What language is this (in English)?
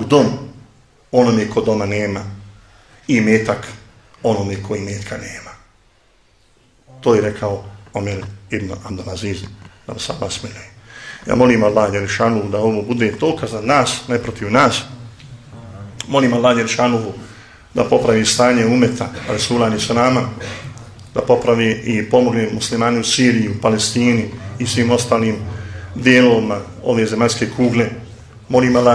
Bosnian